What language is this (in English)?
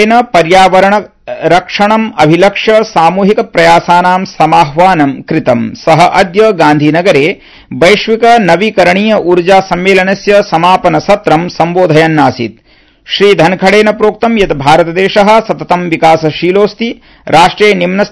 Sanskrit